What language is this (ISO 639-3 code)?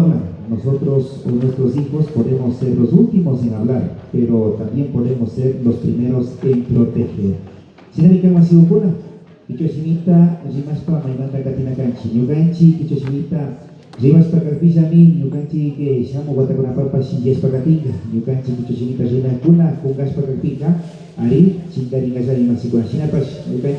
qvi